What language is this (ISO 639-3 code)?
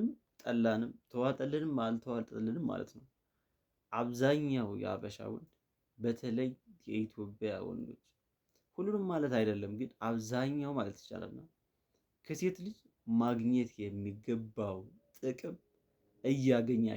amh